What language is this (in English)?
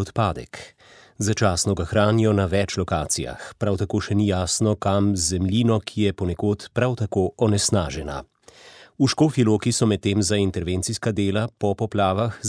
Slovenian